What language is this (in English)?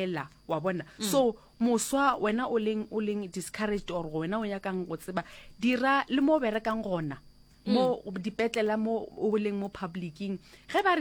Northern Sotho